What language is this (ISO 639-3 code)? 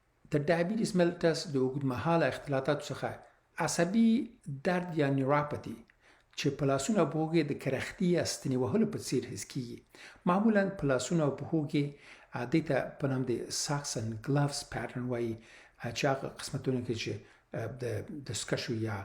pus